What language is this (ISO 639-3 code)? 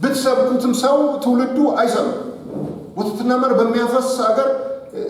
amh